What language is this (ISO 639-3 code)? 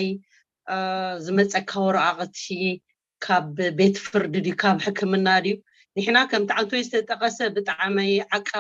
tir